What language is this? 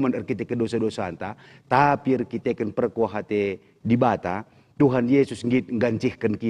Batak Karo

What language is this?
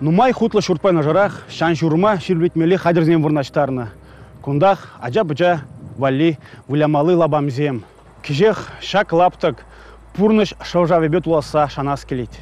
Chuvash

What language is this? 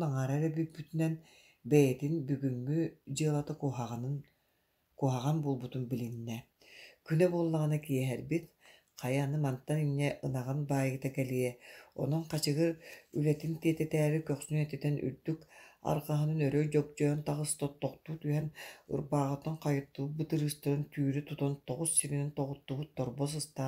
Yakut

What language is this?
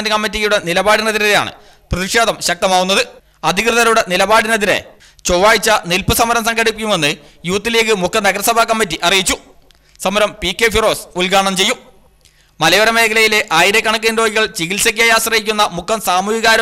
Malayalam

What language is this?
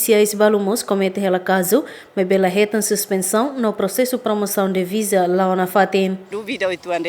Tetum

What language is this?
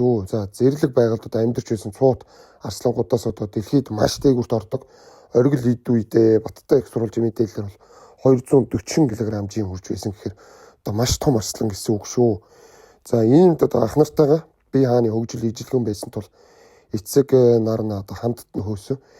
Mongolian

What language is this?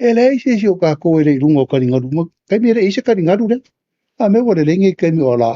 Samoan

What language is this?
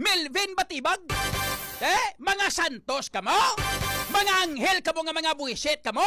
Hiligaynon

